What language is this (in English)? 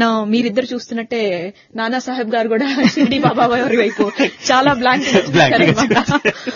Telugu